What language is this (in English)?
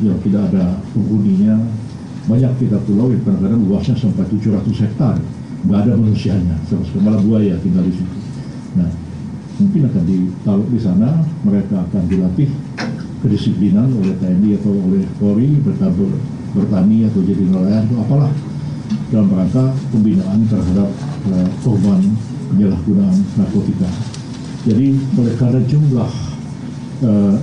Indonesian